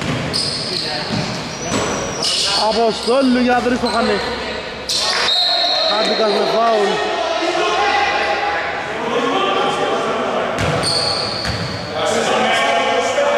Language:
Greek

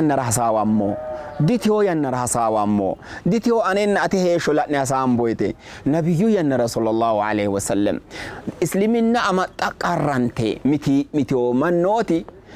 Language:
Sidamo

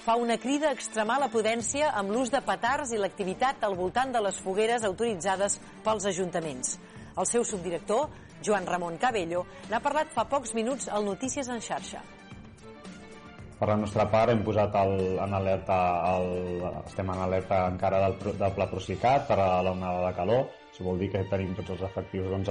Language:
Catalan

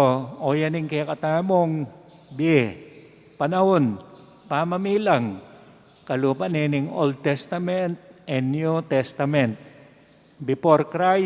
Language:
Pampanga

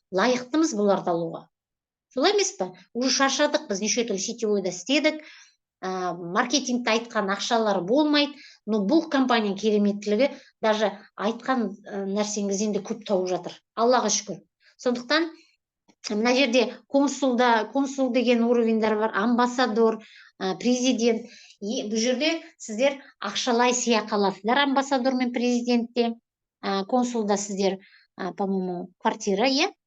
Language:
Kazakh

